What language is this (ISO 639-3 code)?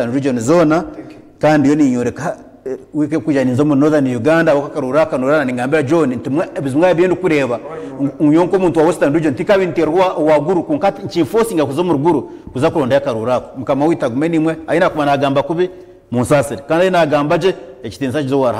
nyn